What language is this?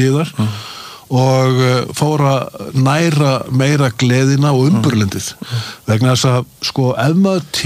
Icelandic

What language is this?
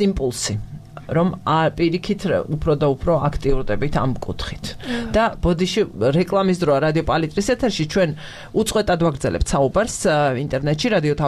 Georgian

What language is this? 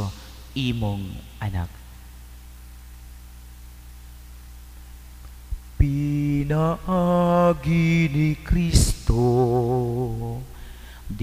Cebuano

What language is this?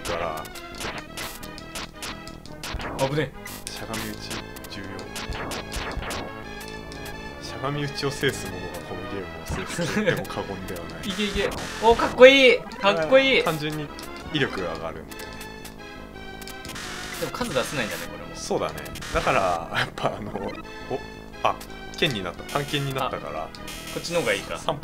Japanese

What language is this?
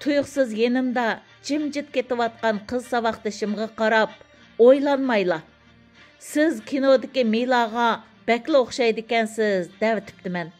Uyghur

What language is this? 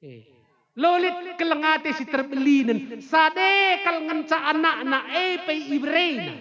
Batak Karo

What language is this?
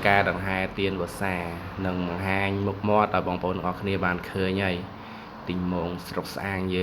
Khmer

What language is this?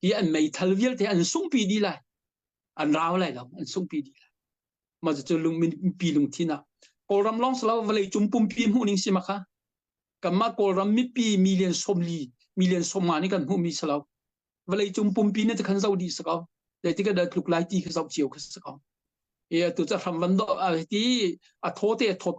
Hakha Chin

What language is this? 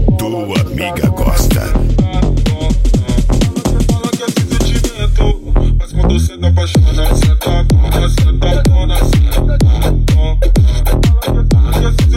Portuguese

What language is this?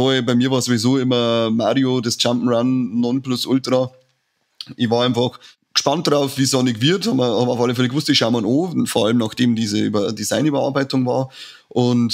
Bavarian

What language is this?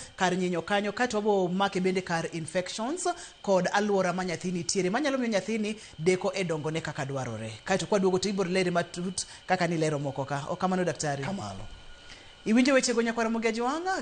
Luo (Kenya and Tanzania)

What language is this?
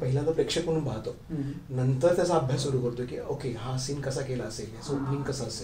Marathi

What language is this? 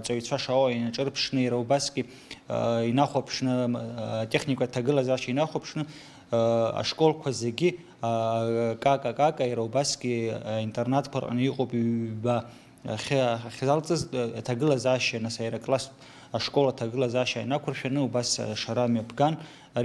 Abkhazian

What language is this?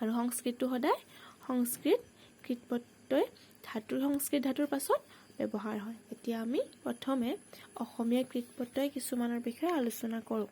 Assamese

